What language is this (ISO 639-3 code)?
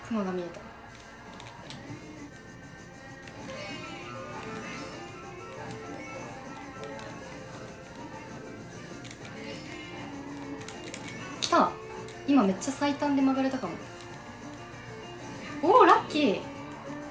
jpn